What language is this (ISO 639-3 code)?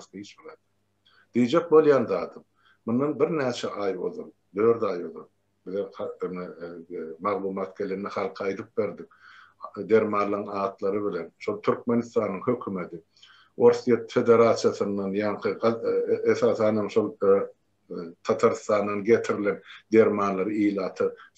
tuk